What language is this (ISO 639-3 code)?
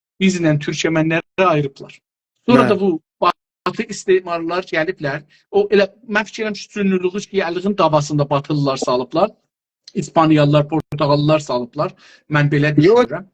azb